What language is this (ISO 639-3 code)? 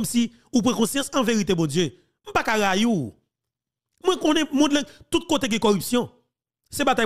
hat